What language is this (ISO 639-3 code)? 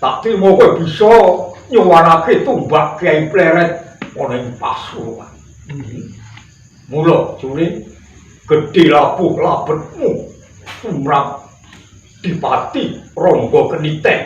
jav